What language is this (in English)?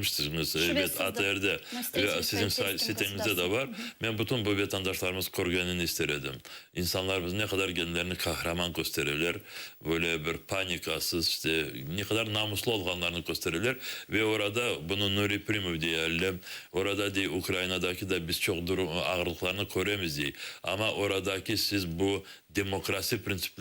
Crimean Tatar